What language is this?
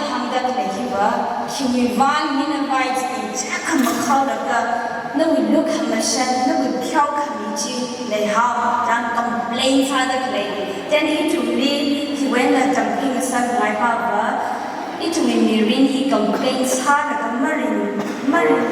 Tangkhul Naga (India)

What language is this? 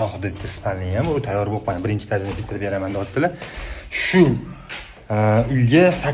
Uzbek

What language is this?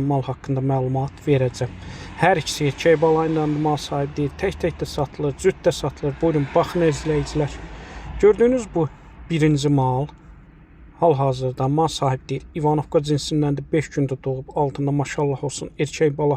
Azerbaijani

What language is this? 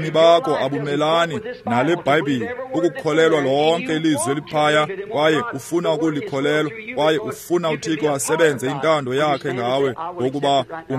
Xhosa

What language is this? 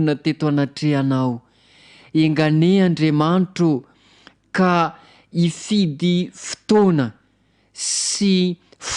Malagasy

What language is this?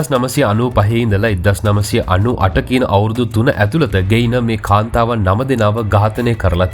Sinhala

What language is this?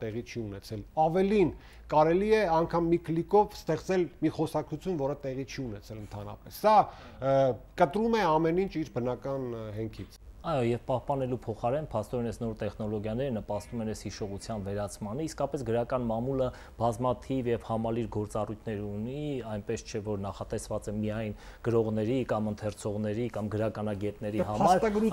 Armenian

